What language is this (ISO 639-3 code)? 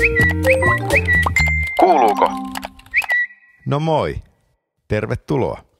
fin